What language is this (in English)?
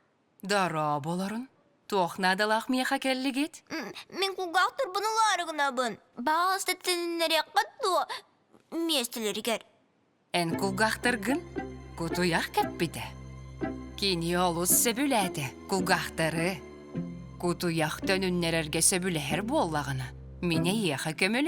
Yakut